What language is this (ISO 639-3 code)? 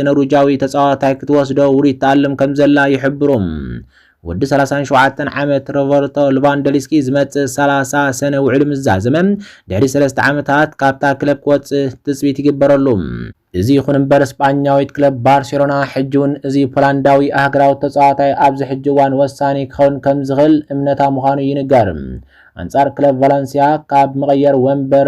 tir